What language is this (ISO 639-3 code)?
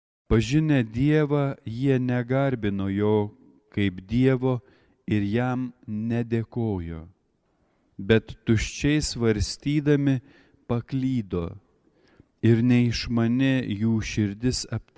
lit